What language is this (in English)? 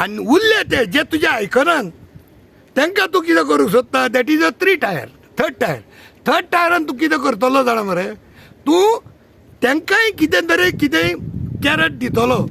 Konkani